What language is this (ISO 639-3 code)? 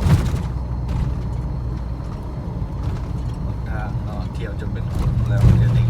lao